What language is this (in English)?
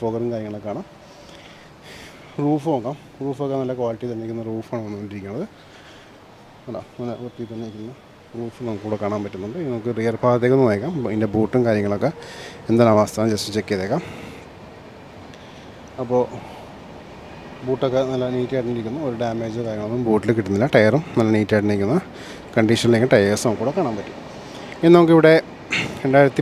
Malayalam